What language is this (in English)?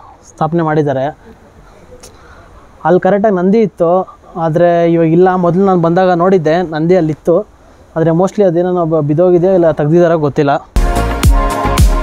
Kannada